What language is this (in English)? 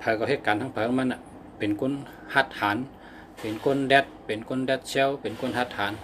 Shan